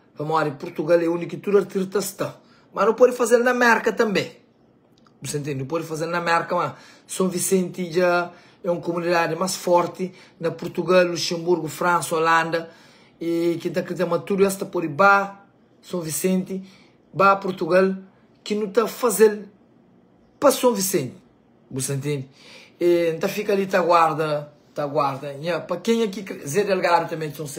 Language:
Kabuverdianu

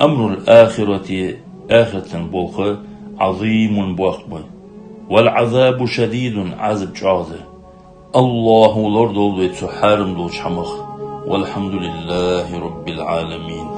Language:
Ingush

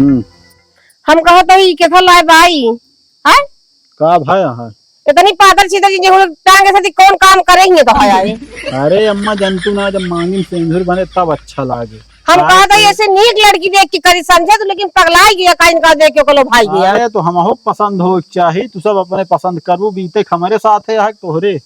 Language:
Awadhi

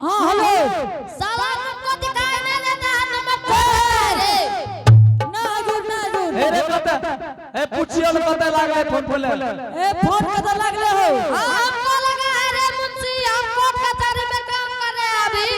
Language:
Angika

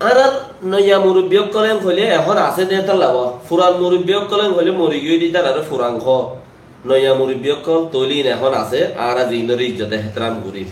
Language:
Rohingya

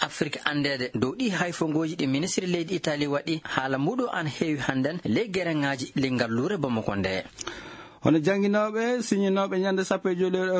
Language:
Fula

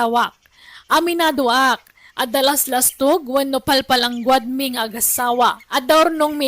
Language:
Iloko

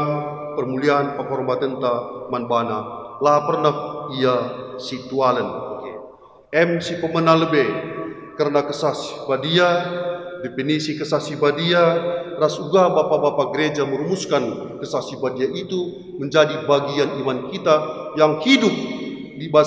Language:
Batak Karo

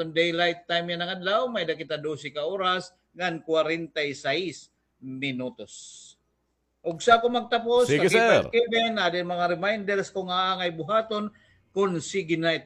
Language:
Waray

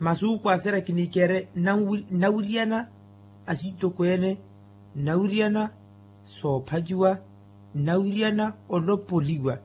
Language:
Makhuwa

